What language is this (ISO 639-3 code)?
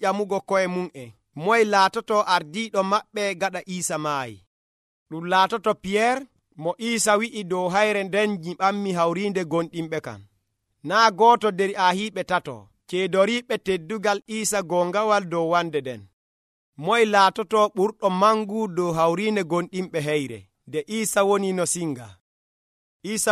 fuv